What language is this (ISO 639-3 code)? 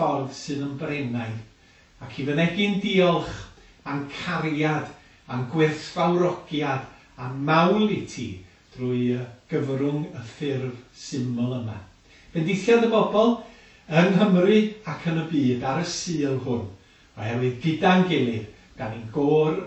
cym